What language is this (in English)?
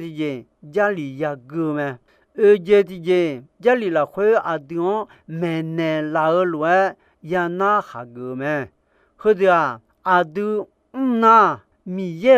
Akha